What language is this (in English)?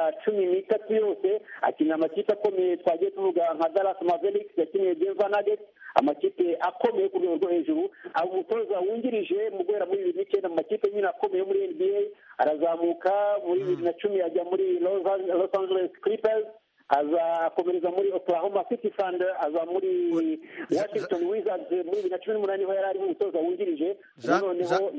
Kinyarwanda